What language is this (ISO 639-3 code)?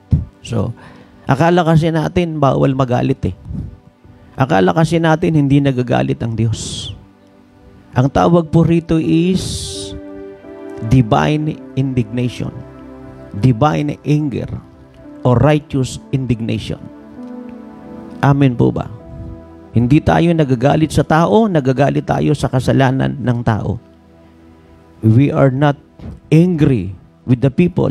fil